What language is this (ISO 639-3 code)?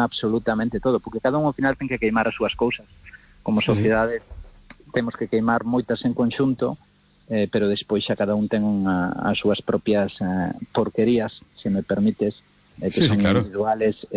glg